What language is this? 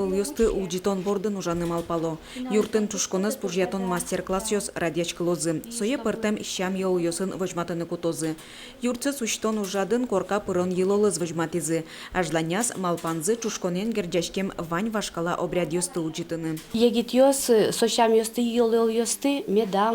Udmurt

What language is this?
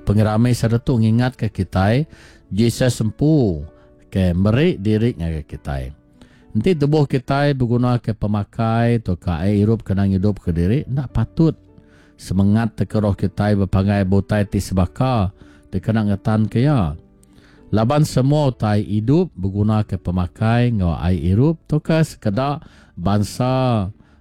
Iban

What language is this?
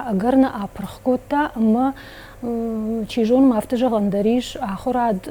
Ossetic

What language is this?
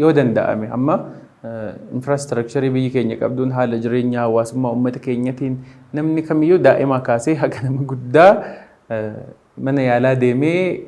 Oromo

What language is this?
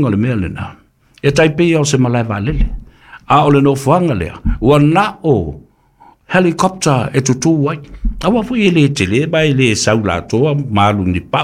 Samoan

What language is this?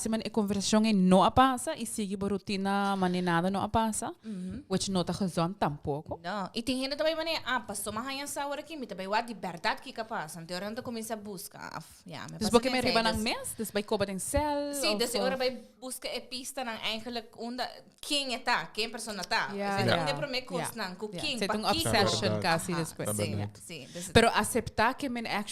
Papiamento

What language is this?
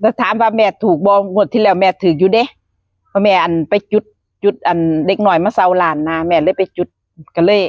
Northeastern Thai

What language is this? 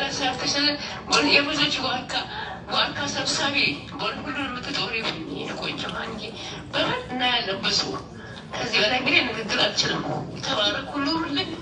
Amharic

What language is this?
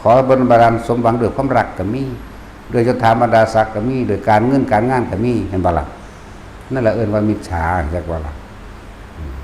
Lao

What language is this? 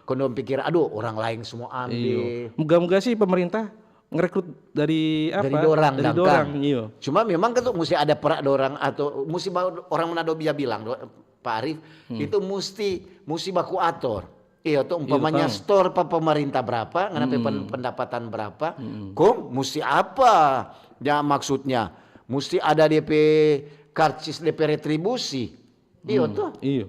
Manado Malay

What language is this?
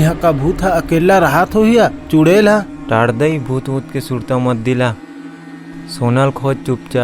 Chhattisgarhi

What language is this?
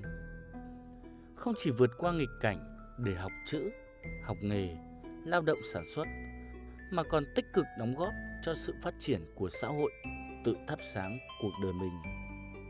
Vietnamese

